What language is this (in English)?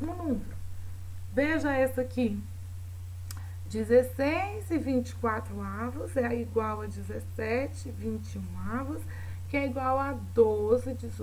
Portuguese